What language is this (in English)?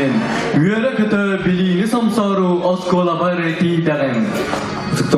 Yakut